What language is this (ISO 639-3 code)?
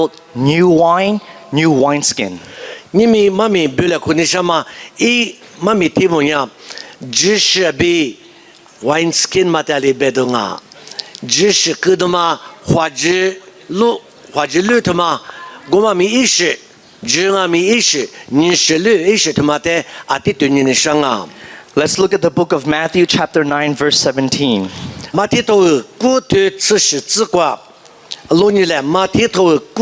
lis